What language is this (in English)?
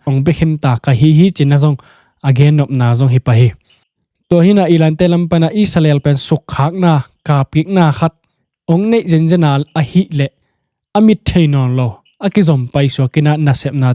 Tedim Chin